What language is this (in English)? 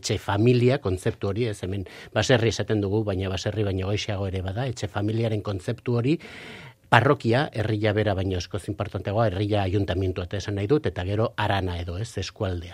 Basque